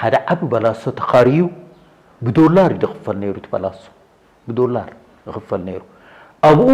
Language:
Tigrinya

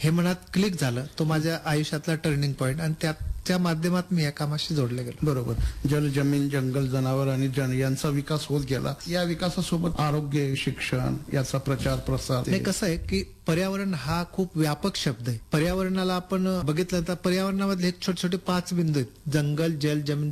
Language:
Marathi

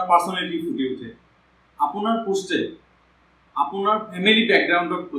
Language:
Assamese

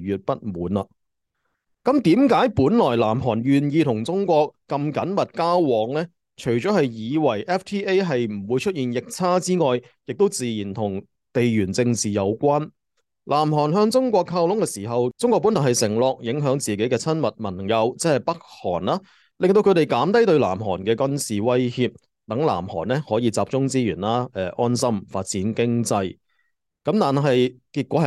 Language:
Cantonese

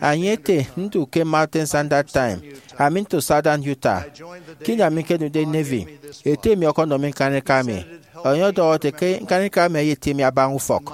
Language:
Efik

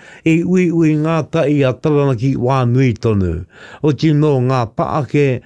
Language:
Māori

